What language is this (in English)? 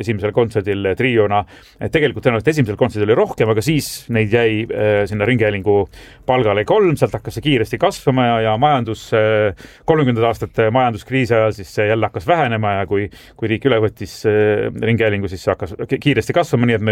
Estonian